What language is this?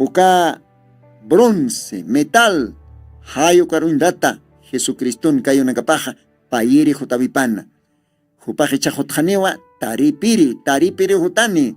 Aymara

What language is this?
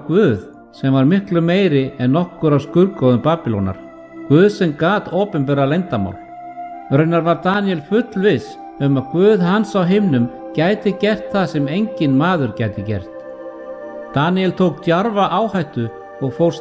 Icelandic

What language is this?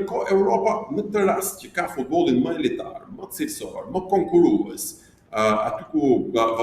Albanian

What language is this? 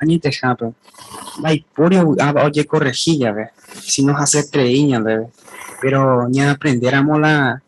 Guarani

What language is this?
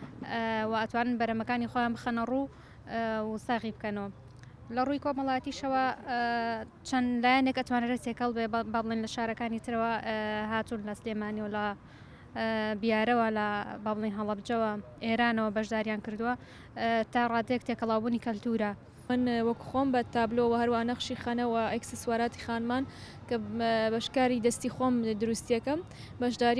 Central Kurdish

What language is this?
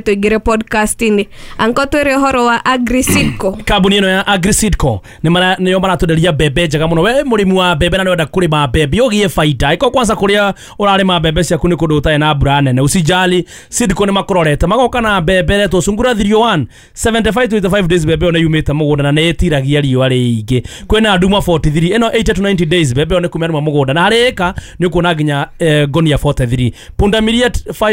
Kikuyu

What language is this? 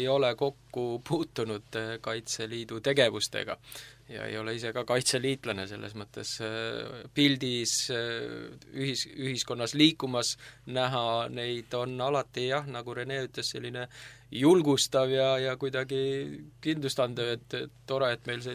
Estonian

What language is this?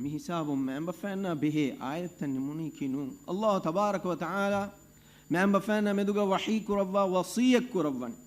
Divehi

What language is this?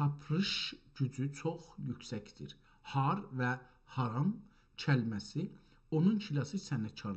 South Azerbaijani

